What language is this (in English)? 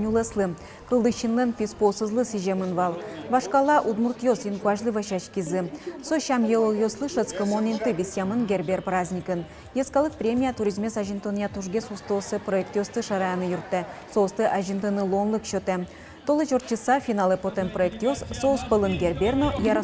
Udmurt